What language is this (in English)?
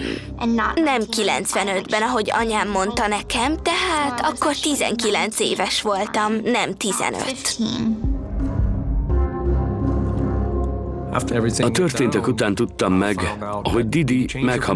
Hungarian